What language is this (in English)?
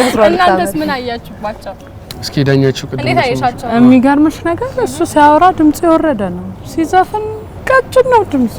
Amharic